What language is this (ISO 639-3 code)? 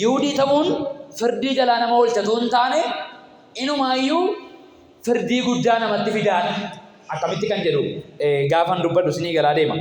orm